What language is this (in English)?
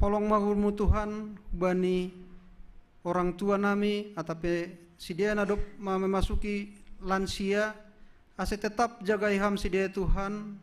Batak Simalungun